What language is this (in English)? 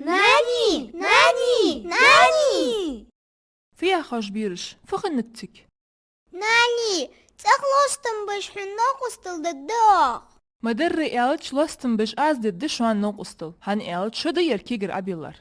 Ingush